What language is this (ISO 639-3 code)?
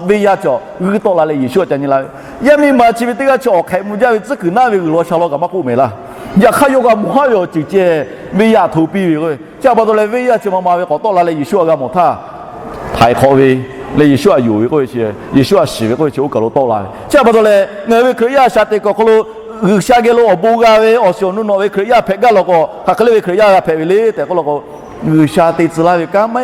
lhu